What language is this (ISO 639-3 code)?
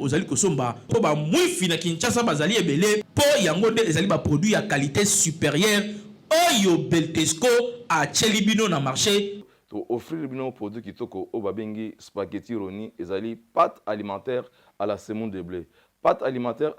lin